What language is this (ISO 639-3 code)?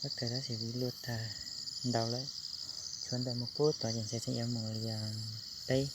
hmn